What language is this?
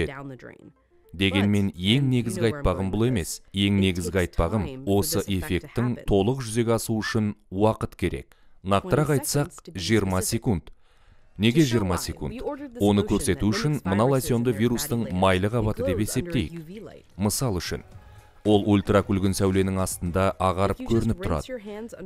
Kazakh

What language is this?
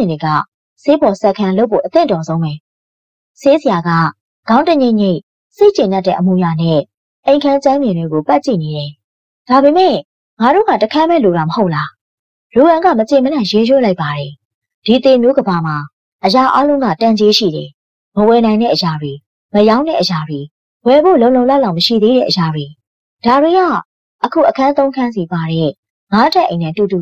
Burmese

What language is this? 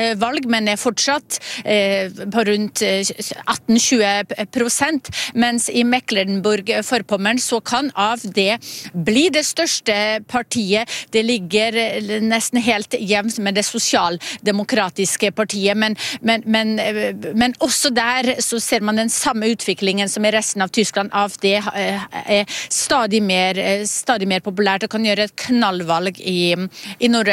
Norwegian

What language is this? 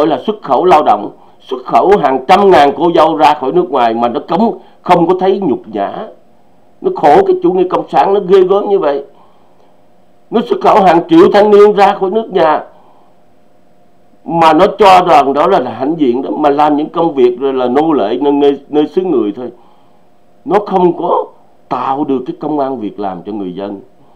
Vietnamese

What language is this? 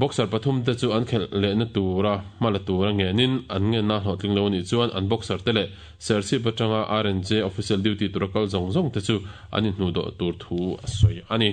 Mizo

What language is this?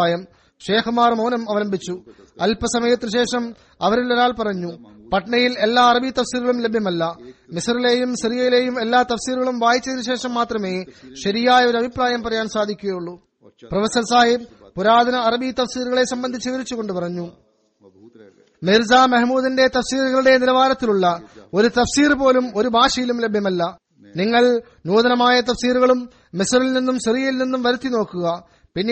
Malayalam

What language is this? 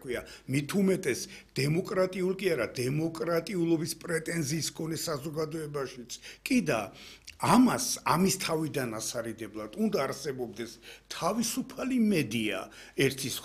Georgian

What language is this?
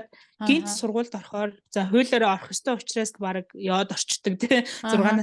Mongolian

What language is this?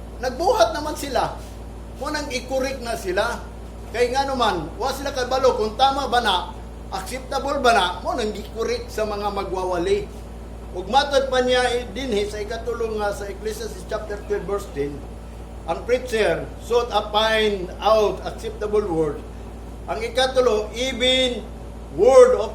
Cebuano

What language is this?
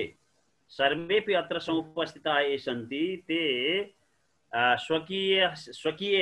Sanskrit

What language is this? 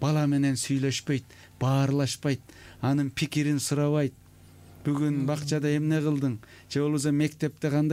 Kyrgyz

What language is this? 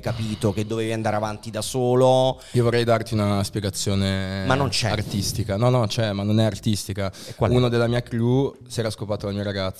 Italian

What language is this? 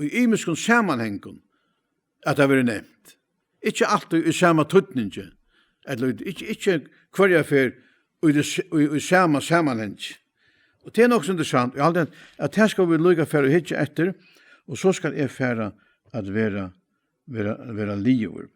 Faroese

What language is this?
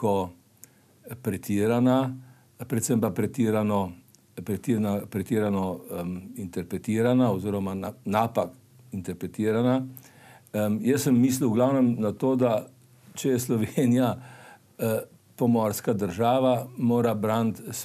Slovenian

